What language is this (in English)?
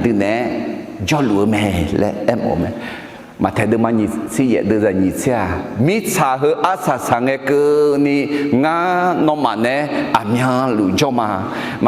Akha